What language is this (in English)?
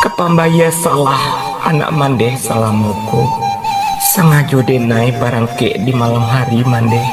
Minangkabau